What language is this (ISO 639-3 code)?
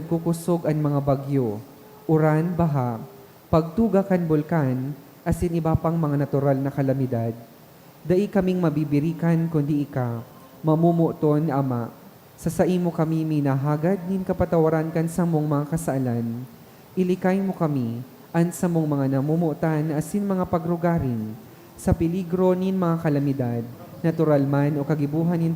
bik